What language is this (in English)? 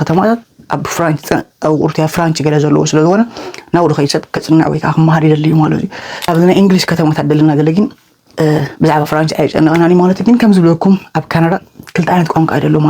Tigrinya